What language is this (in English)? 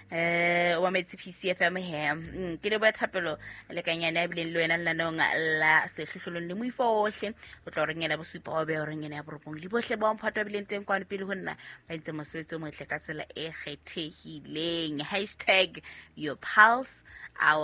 Southern Sotho